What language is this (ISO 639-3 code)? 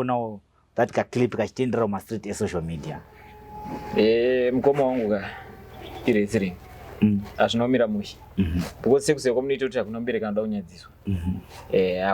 sna